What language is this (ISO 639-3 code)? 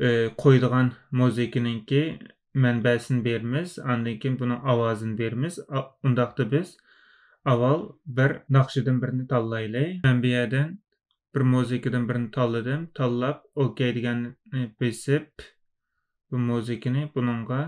uig